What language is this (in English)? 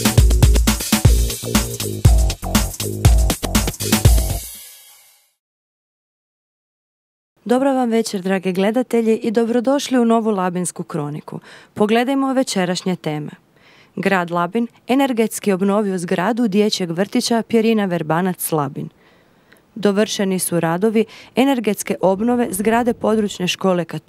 Croatian